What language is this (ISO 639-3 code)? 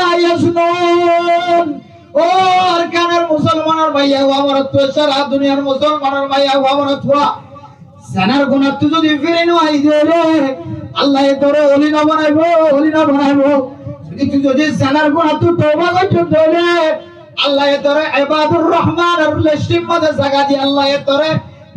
rhg